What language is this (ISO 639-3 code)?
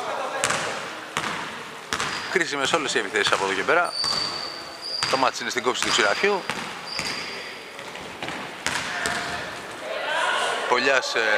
ell